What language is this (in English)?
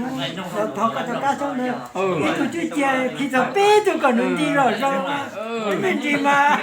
Hmong